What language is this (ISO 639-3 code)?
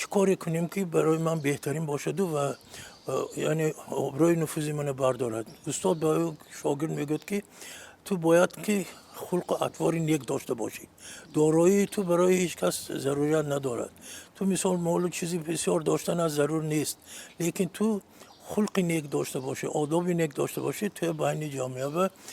tgk